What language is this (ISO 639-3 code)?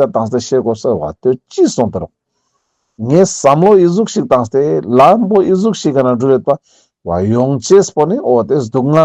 lbj